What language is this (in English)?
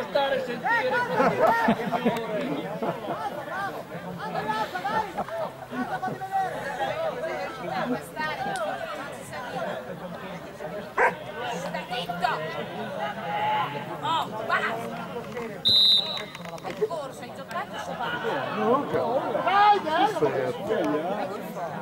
Italian